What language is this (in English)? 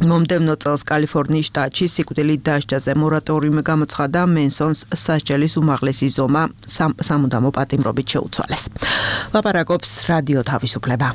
Georgian